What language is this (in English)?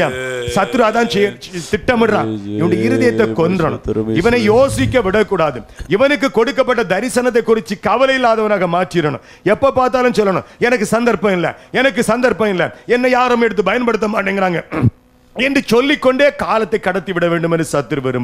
Tamil